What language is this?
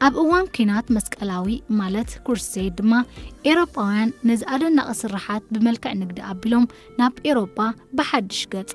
Tigrinya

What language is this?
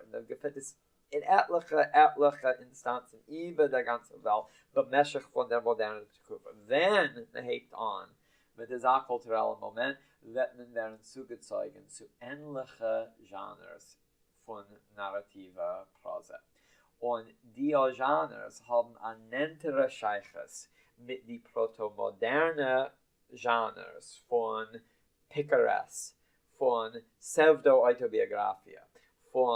Yiddish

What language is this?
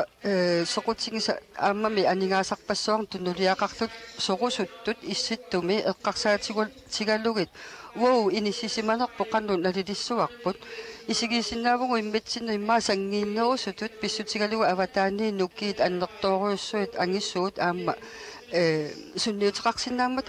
Kalaallisut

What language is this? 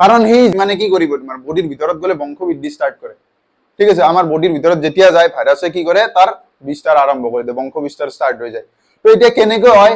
Assamese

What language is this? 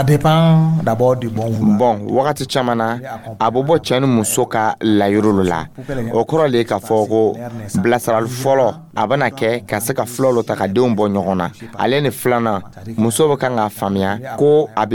Dyula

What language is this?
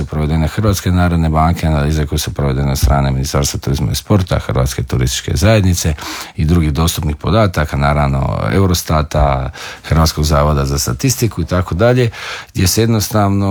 Croatian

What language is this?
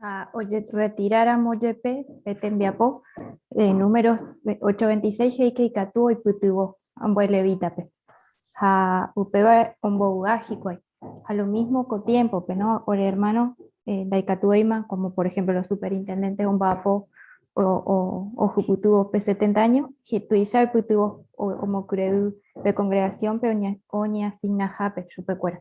Guarani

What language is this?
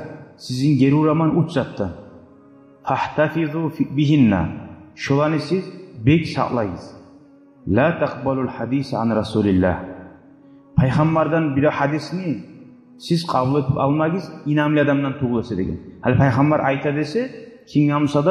Kumyk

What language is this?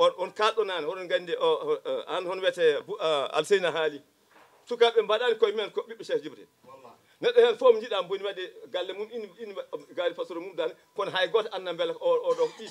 Fula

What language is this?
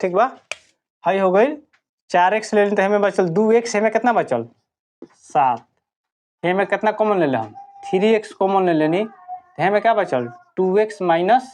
Bhojpuri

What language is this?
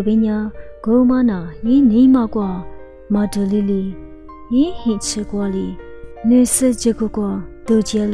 Lisu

